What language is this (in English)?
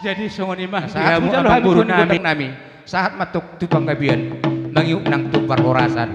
Batak Toba